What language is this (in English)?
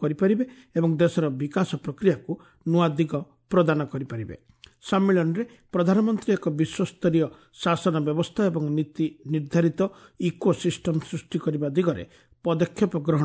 Odia